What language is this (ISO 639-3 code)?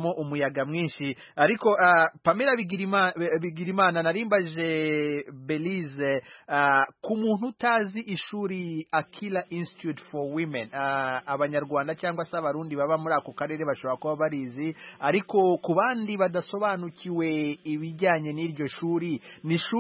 kin